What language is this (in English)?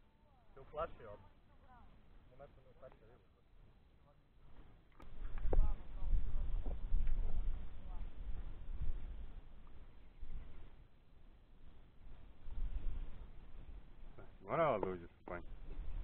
Serbian